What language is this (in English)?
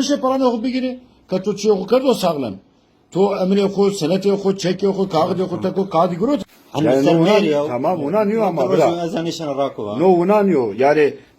Zaza